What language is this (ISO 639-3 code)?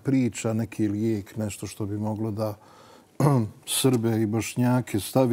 bos